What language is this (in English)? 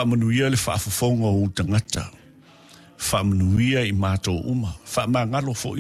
Samoan